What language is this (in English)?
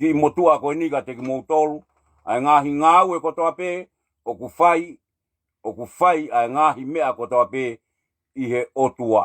Tongan